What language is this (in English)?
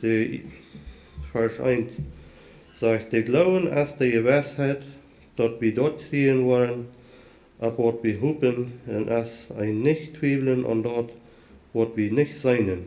Plautdietsch